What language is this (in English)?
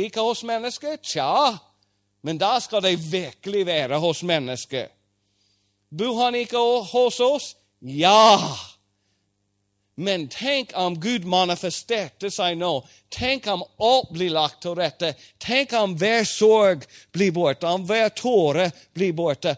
Norwegian